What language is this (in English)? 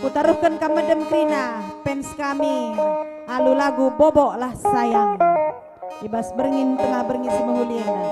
Batak Karo